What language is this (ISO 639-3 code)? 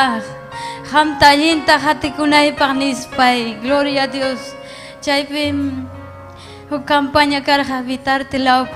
quy